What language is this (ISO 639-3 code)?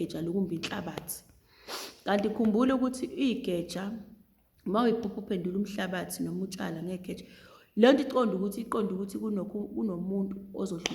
zul